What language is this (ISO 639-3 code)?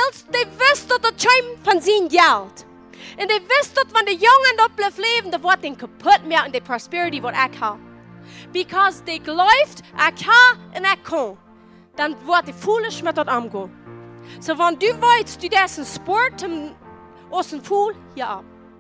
pdt